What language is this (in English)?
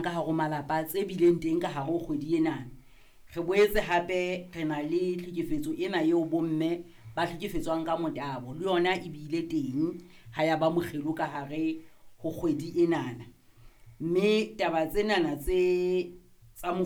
Southern Sotho